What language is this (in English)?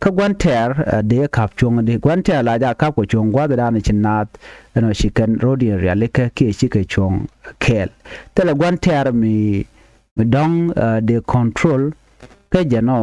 Nuer